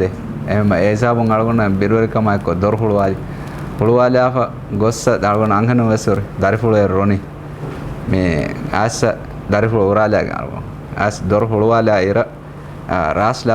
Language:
Divehi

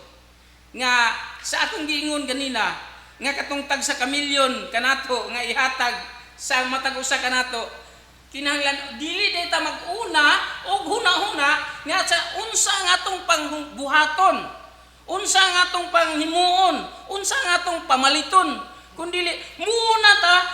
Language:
Cebuano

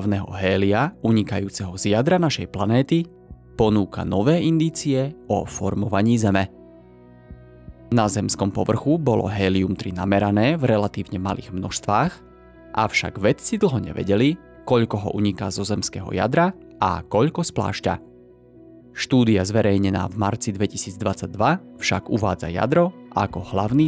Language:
Slovak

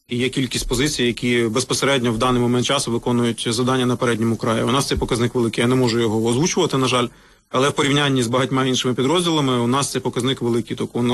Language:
Ukrainian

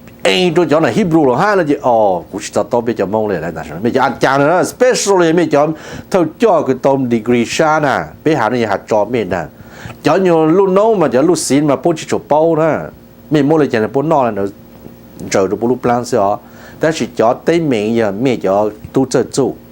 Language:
Hmong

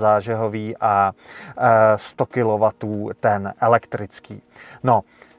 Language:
Czech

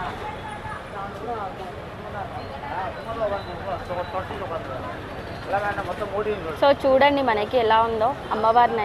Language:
Telugu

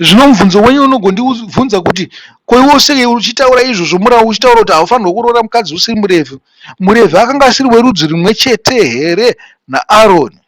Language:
Shona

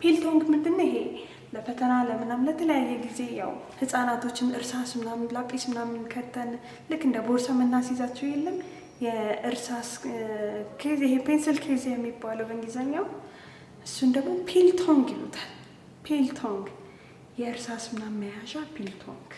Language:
Amharic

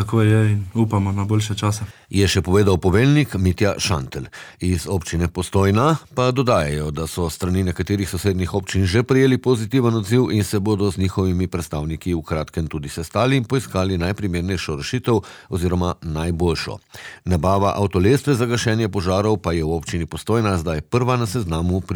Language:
Slovenian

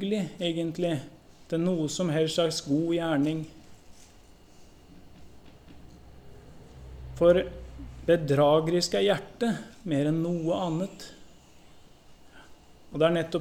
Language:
Norwegian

